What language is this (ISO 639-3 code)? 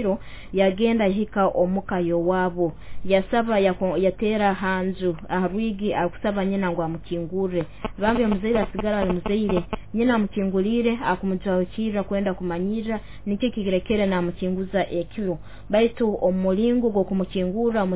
nyo